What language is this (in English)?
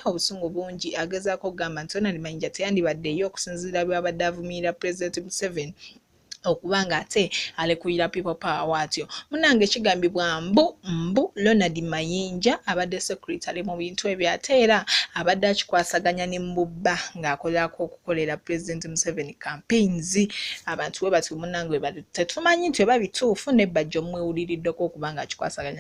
Ganda